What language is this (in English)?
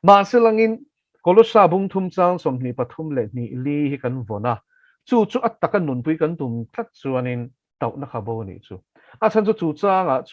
Mizo